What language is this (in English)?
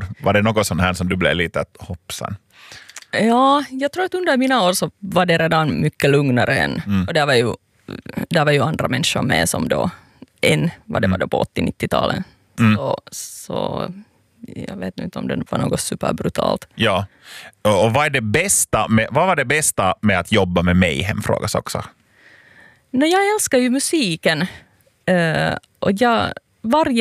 Swedish